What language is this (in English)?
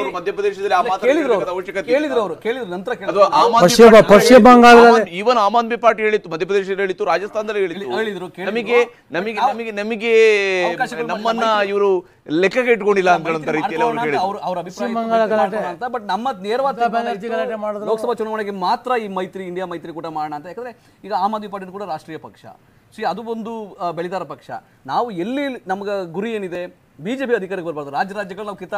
Kannada